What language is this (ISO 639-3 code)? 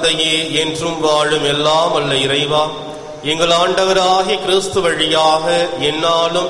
tam